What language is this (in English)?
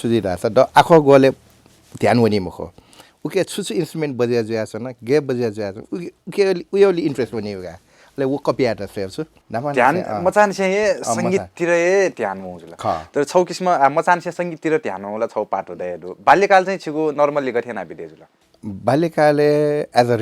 Newari